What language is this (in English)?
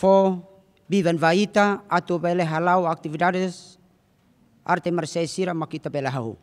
Tetum